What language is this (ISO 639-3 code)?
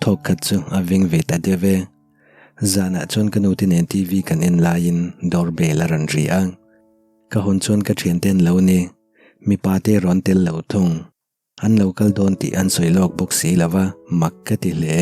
lus